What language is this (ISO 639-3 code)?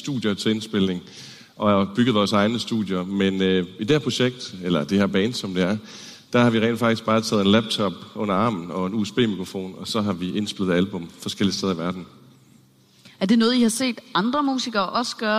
dan